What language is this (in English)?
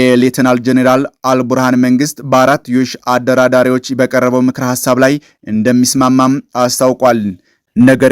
Amharic